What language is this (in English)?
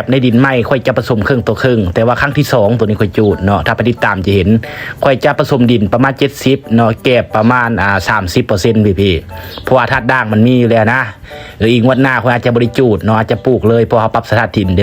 Lao